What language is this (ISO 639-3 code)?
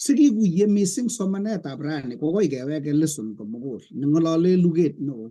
kln